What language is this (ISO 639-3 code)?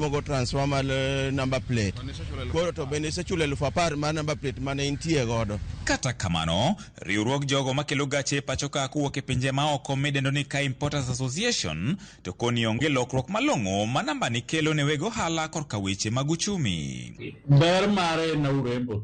luo